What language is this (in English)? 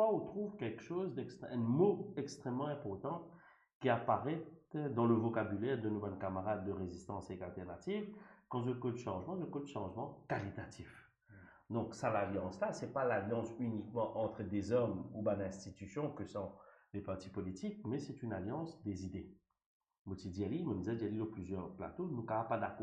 Morisyen